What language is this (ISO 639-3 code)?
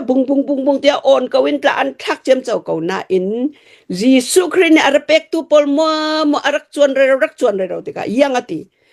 cnh